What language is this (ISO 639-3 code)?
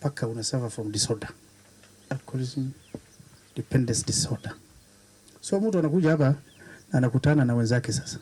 mer